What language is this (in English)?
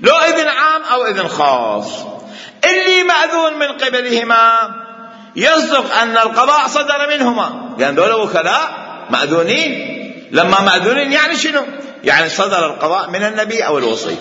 Mesopotamian Arabic